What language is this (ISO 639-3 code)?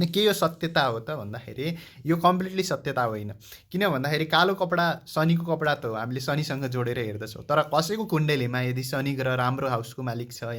nep